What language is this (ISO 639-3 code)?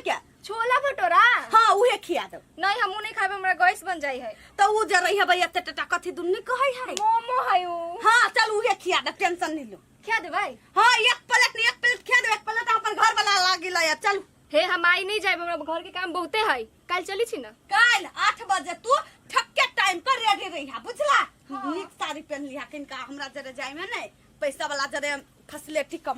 mai